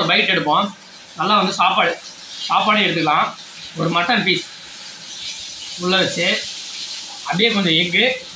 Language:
Tamil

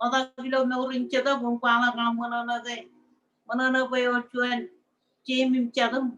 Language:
Marshallese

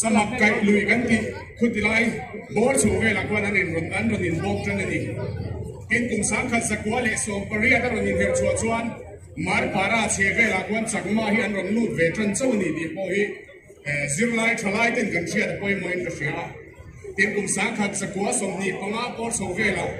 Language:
Mizo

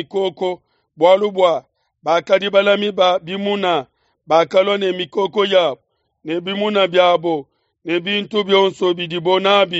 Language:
Luba-Lulua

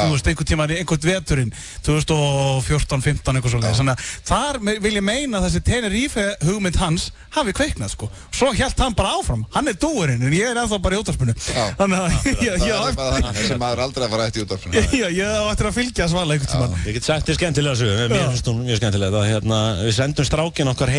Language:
Icelandic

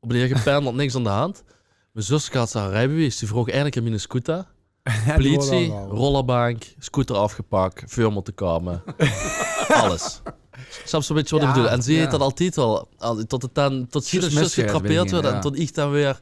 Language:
Limburgish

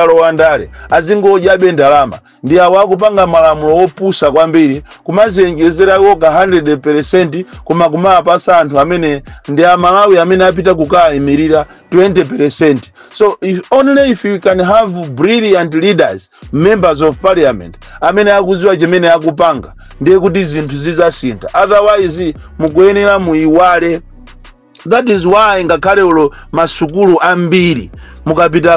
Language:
Nyanja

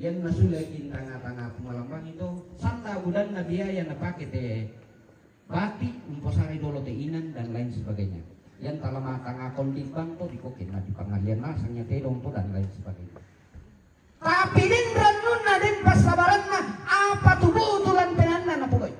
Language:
Toraja-Sa'dan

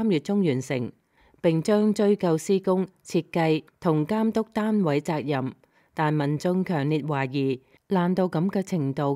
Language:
Cantonese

